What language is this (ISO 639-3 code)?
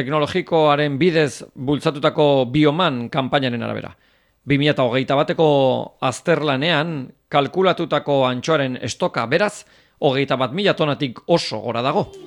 eus